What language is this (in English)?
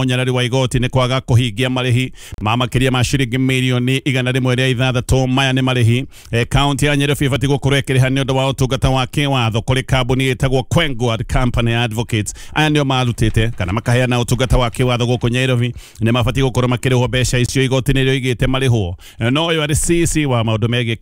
Kikuyu